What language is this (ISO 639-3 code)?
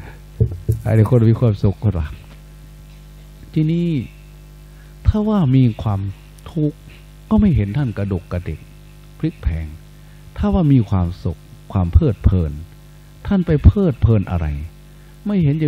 tha